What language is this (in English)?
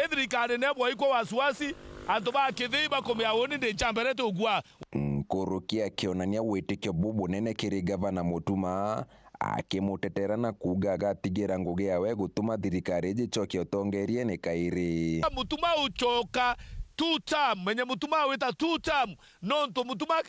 Meru